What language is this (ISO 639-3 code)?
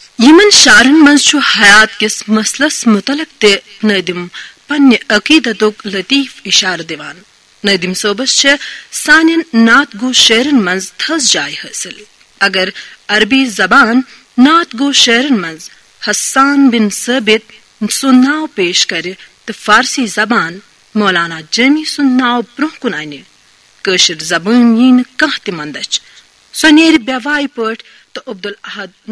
kas